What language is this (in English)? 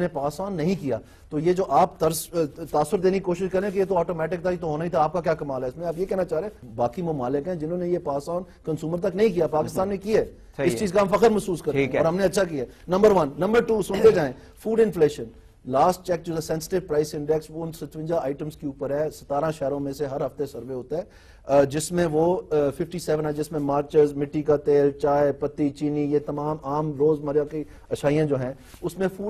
Urdu